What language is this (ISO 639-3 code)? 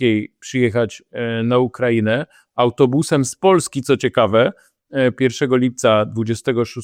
pol